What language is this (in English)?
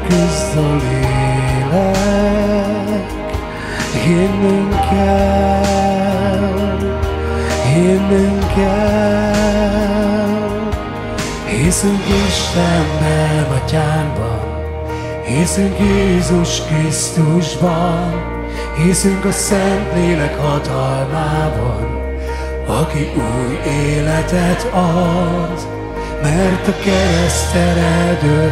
Hungarian